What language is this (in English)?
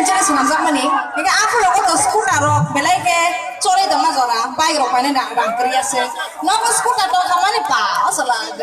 Kok Borok